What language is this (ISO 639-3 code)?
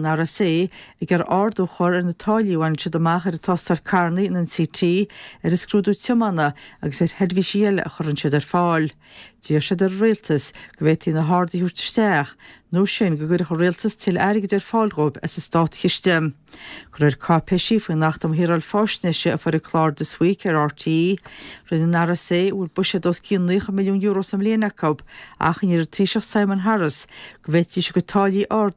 gle